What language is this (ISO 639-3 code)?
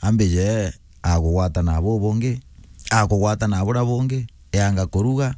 mer